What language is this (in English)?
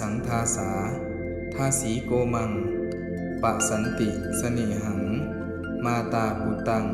Pali